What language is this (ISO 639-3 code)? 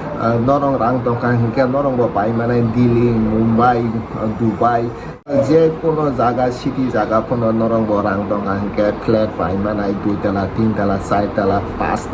trp